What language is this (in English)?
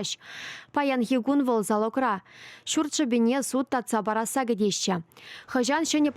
Chuvash